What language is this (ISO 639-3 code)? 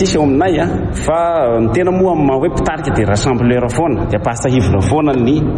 mlg